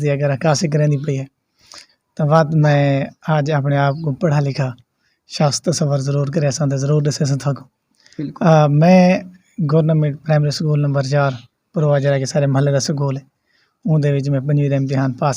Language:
Saraiki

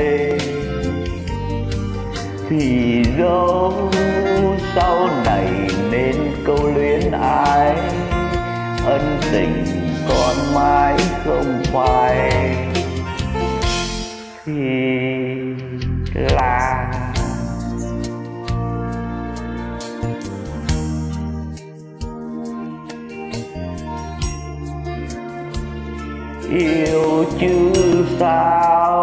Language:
Vietnamese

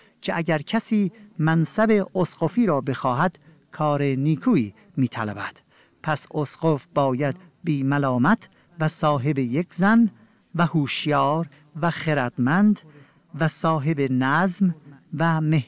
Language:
Persian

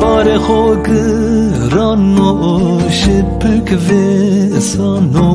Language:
Zaza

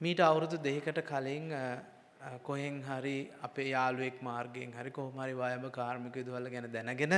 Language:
Sinhala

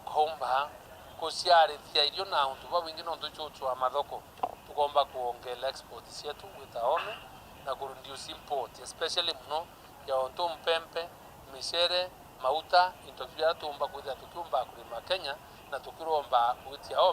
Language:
Meru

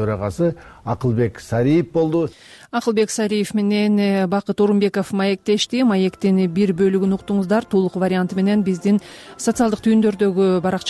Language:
Kyrgyz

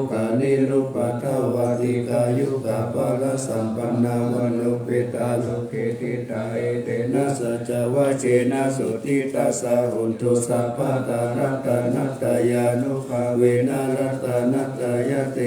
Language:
Pali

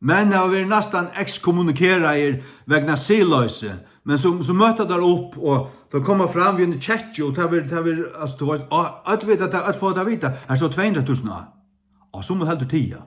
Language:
Faroese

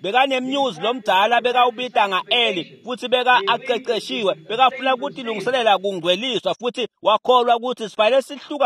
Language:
Swati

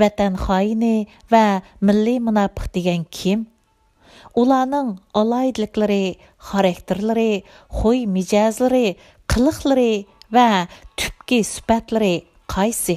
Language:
Uyghur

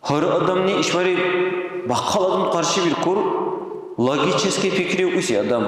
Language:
Dargwa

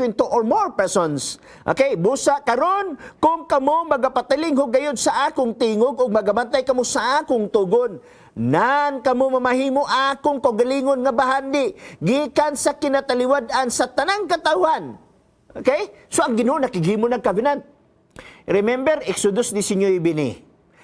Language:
Cebuano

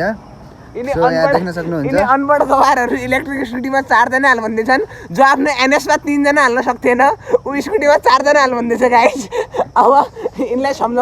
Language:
Nepali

